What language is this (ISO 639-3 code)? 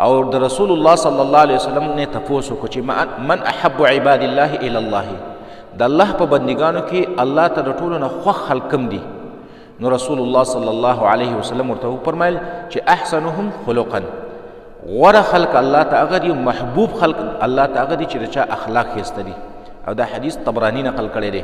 pus